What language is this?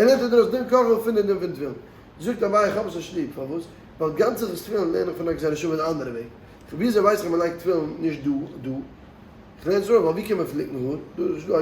Yiddish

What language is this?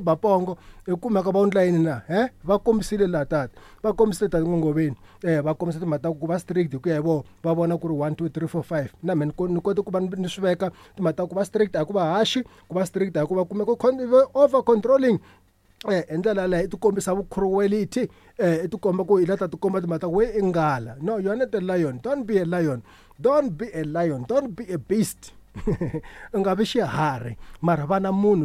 Tsonga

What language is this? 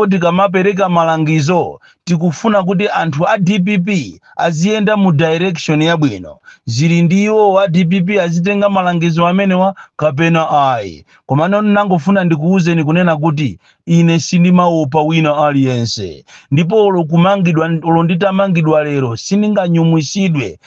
Nyanja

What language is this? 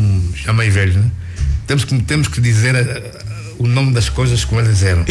Portuguese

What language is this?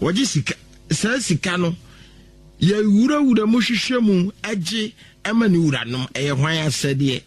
Akan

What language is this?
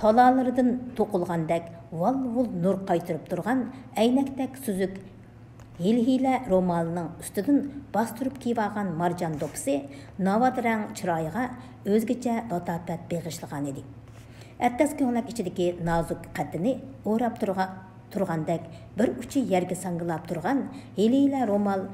Uyghur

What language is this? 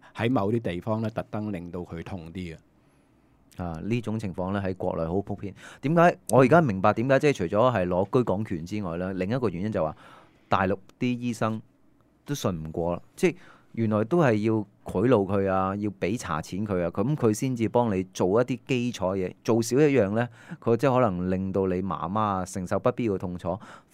Cantonese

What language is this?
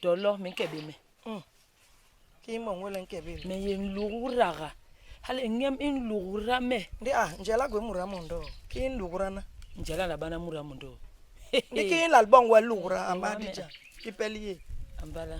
Basaa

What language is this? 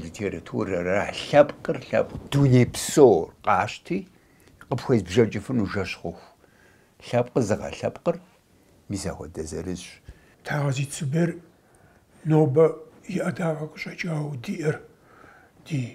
Kabardian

